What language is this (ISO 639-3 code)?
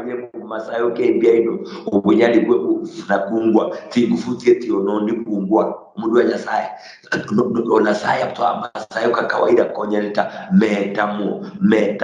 luy